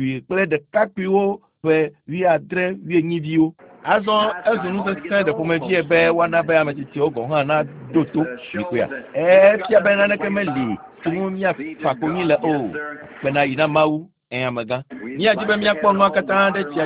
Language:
Ewe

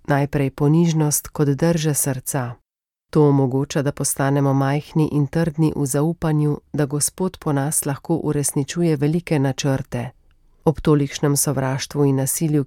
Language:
Slovenian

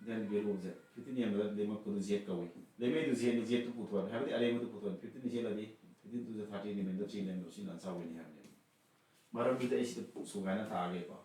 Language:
Manipuri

